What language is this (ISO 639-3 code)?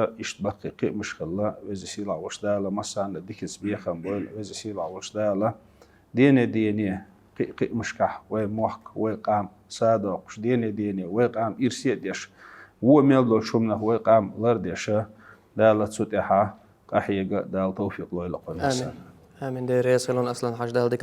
che